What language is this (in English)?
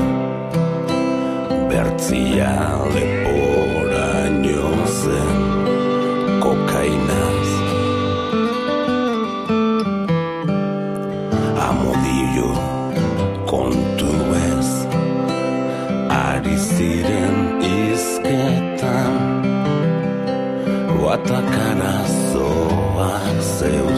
Basque